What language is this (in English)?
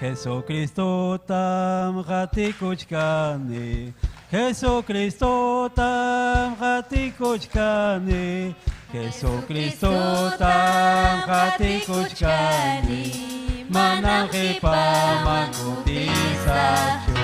Ayacucho Quechua